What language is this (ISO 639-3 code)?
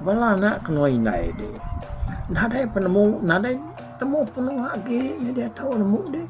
iba